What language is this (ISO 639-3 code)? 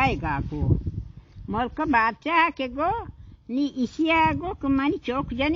bal